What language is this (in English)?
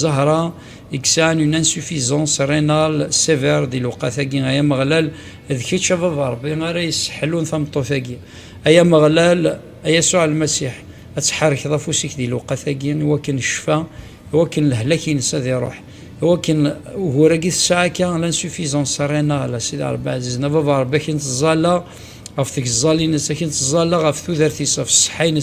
Kabyle